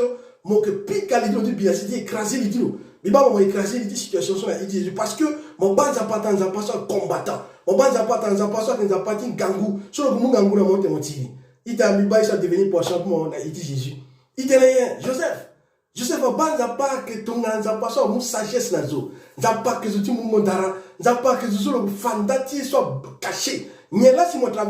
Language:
Sango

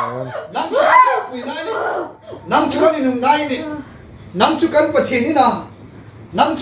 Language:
Hmar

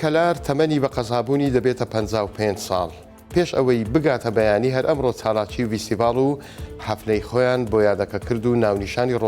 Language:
Central Kurdish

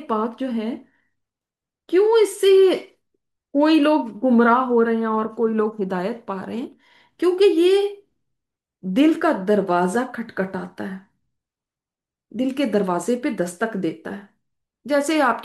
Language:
Urdu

